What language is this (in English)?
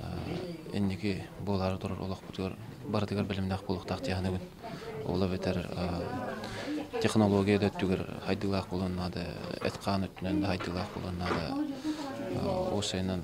Yakut